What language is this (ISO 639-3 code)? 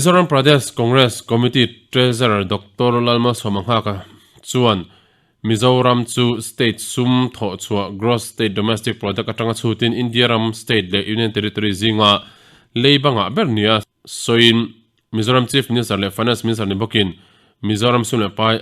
lus